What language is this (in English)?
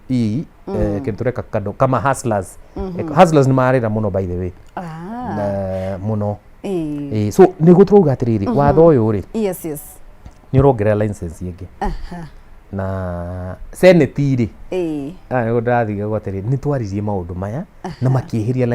Kikuyu